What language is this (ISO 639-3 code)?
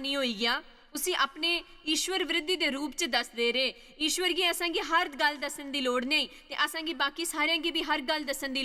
doi